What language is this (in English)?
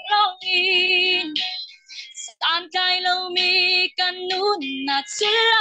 Hakha Chin